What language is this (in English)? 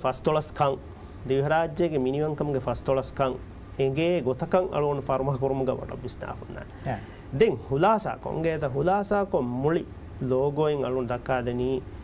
Divehi